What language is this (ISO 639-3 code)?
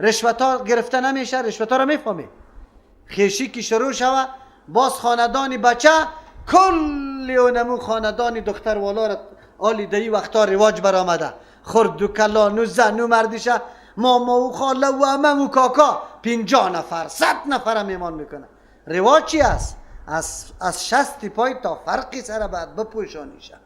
fas